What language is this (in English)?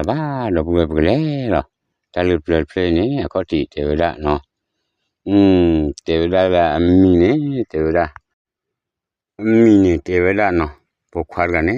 S'gaw Karen